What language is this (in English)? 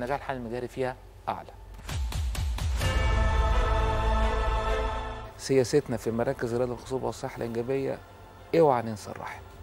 Egyptian Arabic